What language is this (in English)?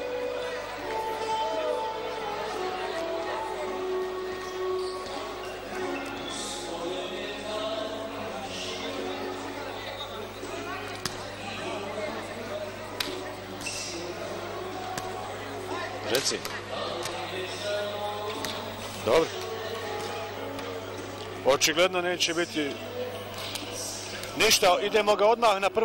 Serbian